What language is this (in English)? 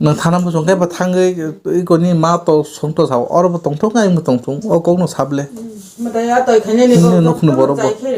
Kok Borok